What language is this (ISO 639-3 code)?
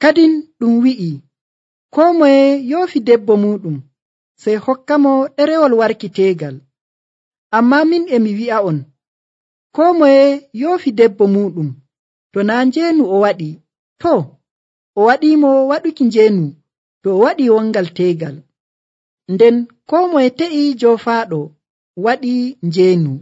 fuv